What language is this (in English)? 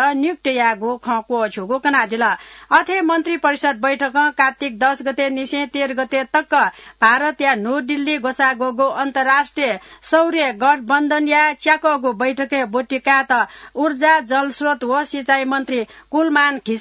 Newari